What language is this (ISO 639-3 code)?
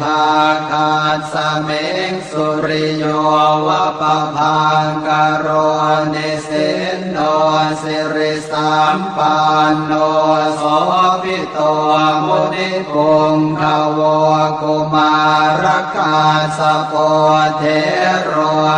pli